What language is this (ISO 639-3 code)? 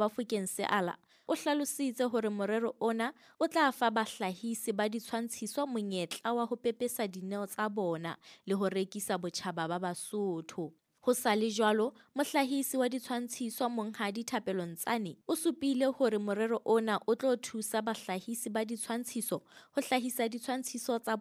sot